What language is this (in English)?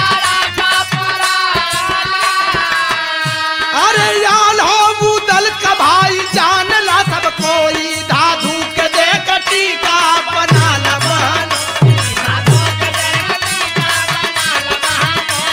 Bhojpuri